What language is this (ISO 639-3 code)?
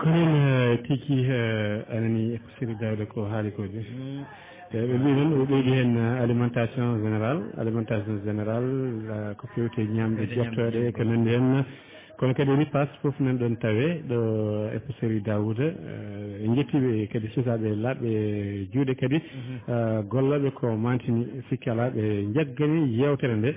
ful